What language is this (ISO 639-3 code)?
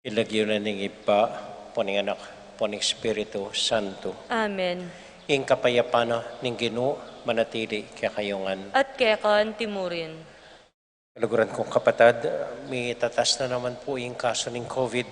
pam